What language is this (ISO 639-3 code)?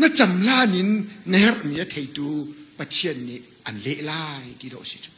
cnh